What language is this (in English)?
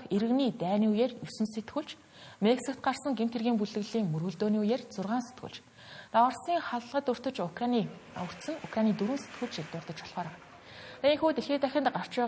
Mongolian